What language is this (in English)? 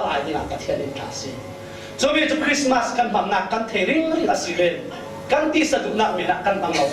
Falam Chin